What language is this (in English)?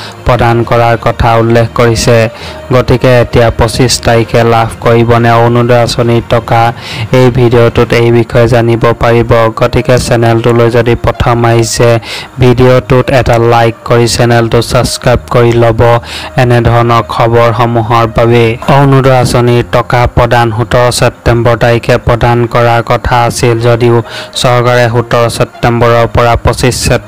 Assamese